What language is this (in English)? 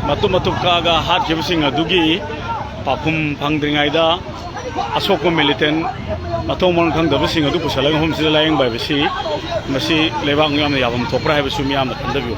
Manipuri